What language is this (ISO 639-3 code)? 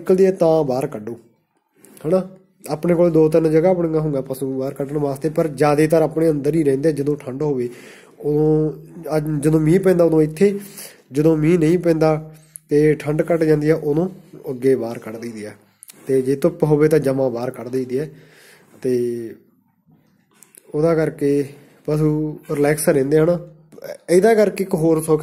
pan